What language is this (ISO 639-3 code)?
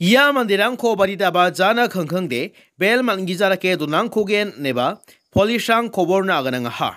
grt